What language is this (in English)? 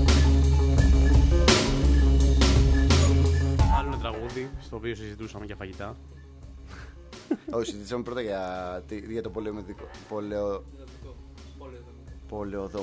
Greek